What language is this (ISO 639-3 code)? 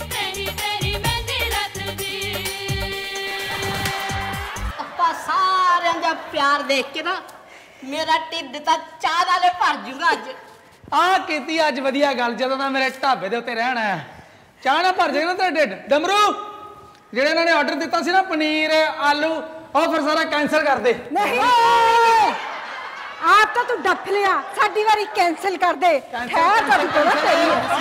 pan